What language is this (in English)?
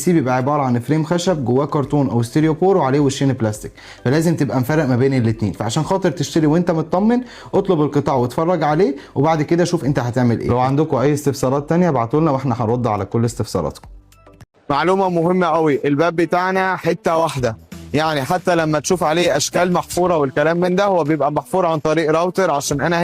Egyptian Arabic